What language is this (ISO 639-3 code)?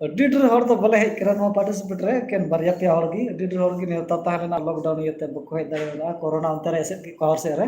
sat